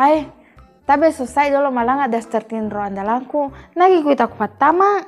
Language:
Buginese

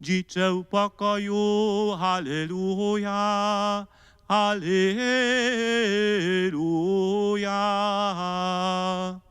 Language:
Upper Sorbian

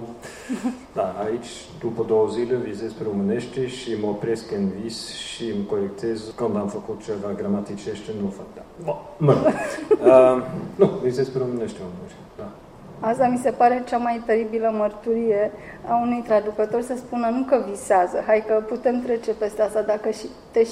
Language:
Romanian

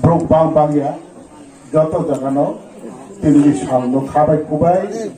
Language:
Riang (India)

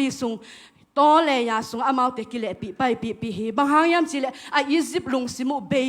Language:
Tedim Chin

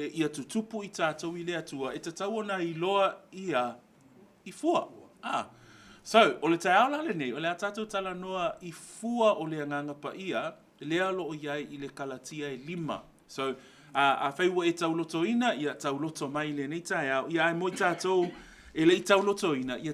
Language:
Samoan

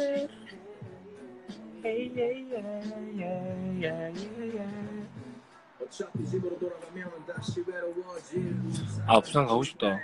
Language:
Korean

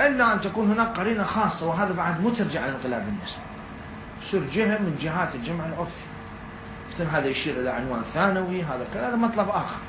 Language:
Mesopotamian Arabic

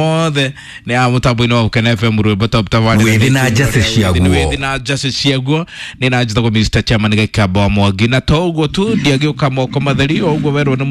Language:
Kikuyu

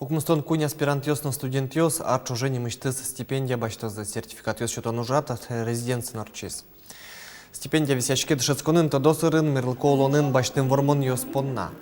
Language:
Udmurt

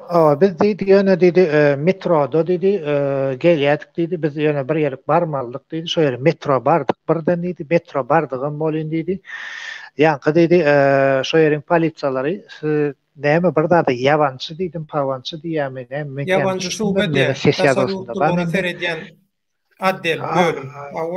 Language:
Turkmen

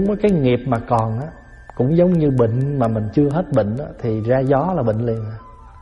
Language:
Vietnamese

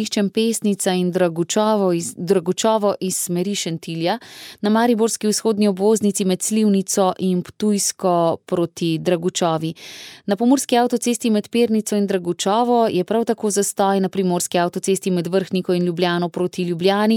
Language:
Slovenian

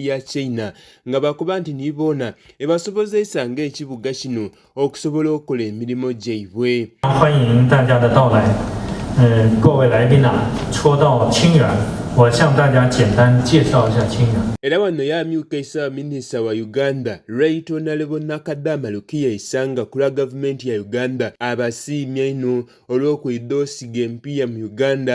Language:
Soga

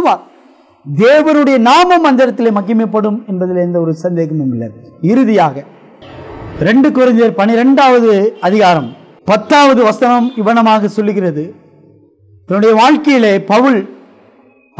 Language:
Tamil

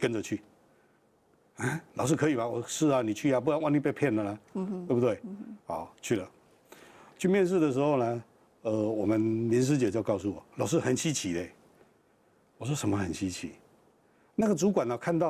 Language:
Chinese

